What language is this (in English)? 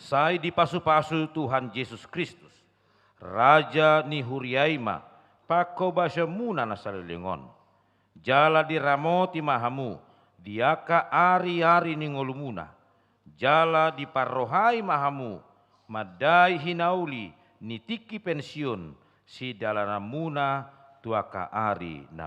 Batak Toba